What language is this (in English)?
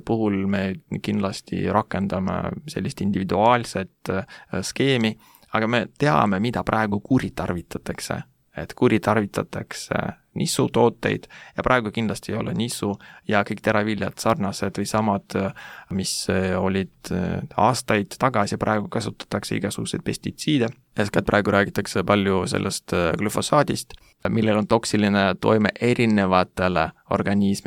Estonian